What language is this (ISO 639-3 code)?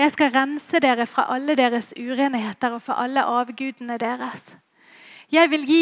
nor